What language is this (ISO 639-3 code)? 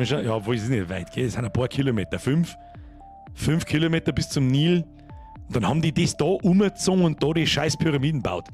bar